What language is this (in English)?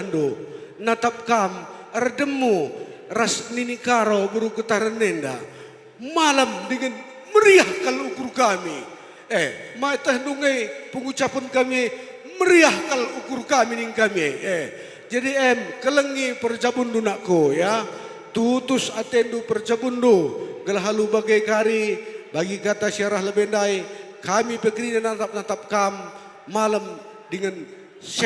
Batak Karo